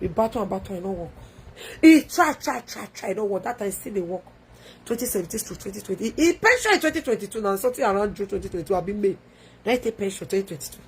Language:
Nigerian Pidgin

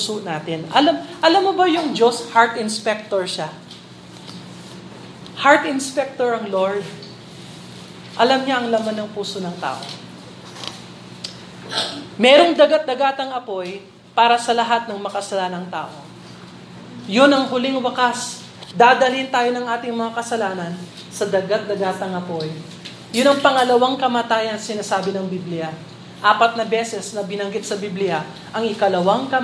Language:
Filipino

